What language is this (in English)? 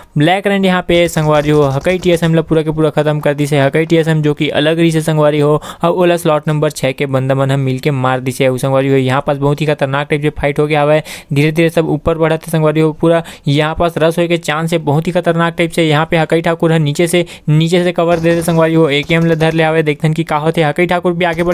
Chhattisgarhi